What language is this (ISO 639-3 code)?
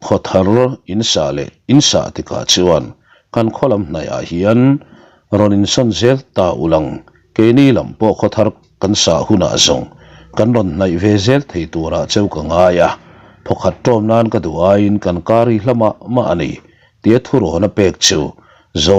lus